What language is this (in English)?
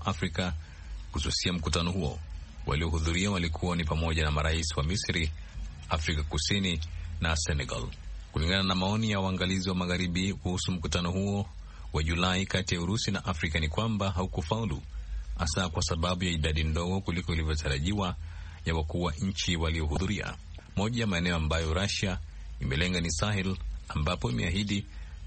Swahili